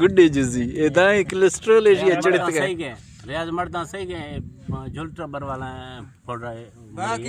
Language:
Eastern Balochi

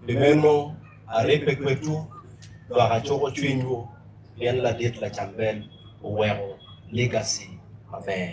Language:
Acoli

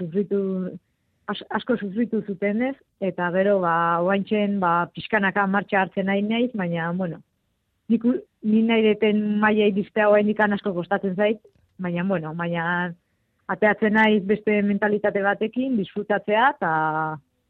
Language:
Basque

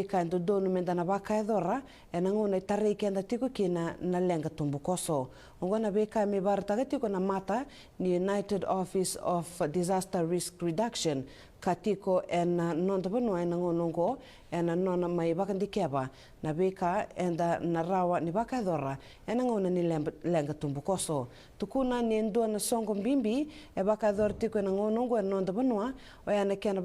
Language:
Fijian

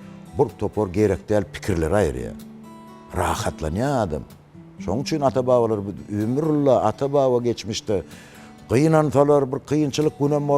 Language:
Turkmen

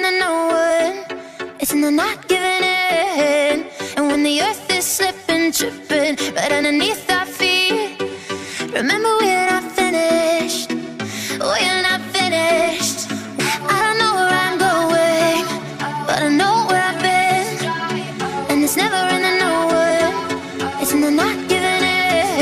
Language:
English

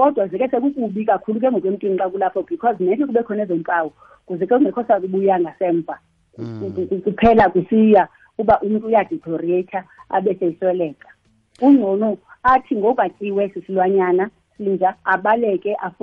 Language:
Xhosa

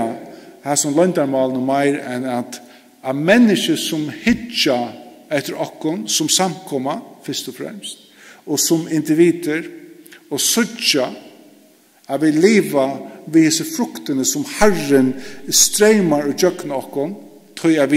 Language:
Faroese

